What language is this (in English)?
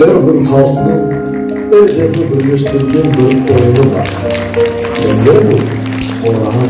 Crimean Tatar